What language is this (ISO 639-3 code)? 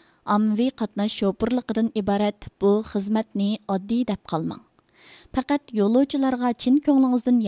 uig